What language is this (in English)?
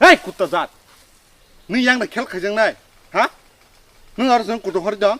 Kok Borok